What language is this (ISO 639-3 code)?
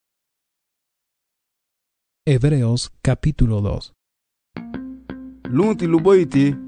cab